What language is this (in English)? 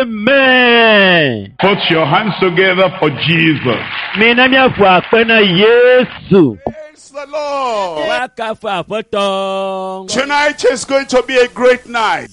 Ewe